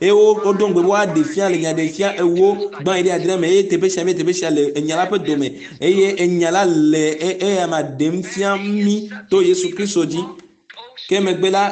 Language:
Ewe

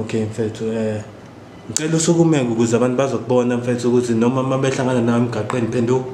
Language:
Zulu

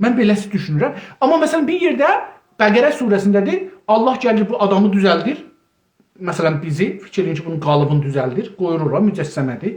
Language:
South Azerbaijani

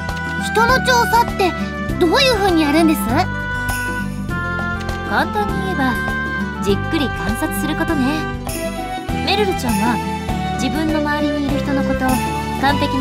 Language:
Japanese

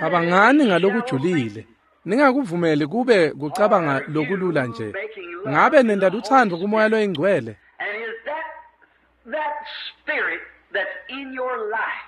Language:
Swati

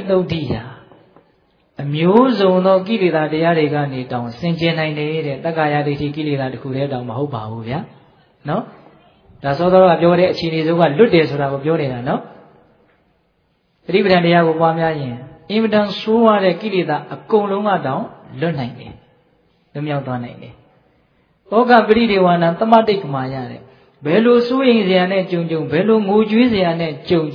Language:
Burmese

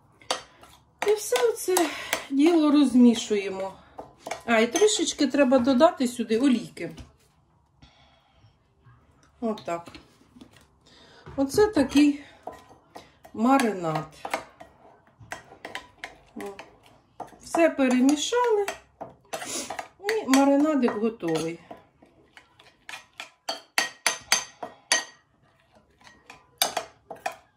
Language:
Ukrainian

